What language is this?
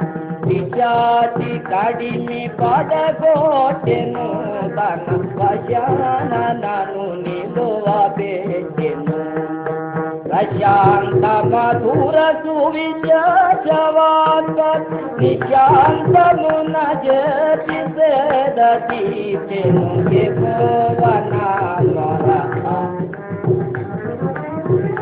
Telugu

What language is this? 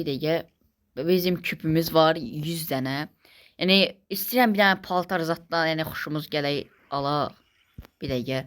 Azerbaijani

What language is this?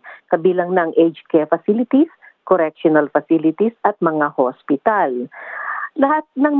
Filipino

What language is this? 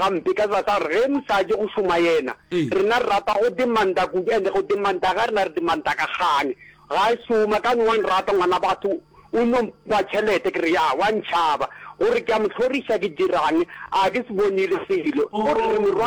Northern Sotho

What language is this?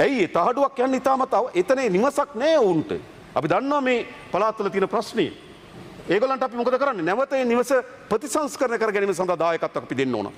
Sinhala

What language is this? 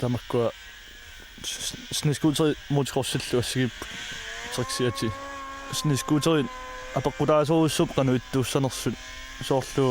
Kalaallisut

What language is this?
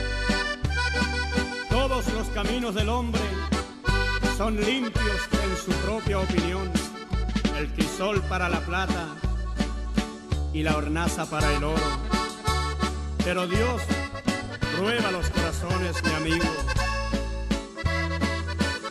Spanish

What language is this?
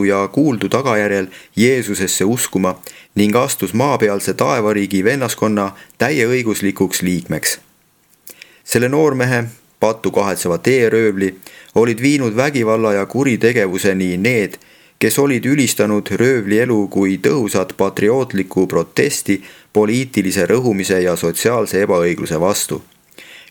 Estonian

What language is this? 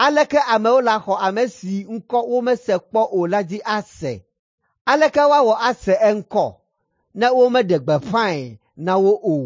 Ewe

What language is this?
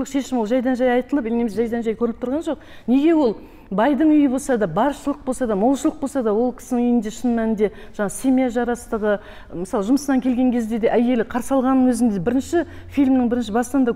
Kazakh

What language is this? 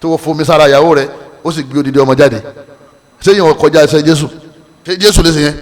Yoruba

